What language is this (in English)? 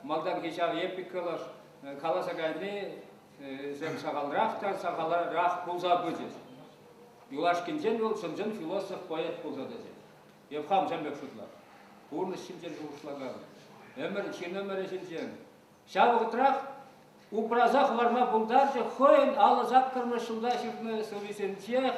Chuvash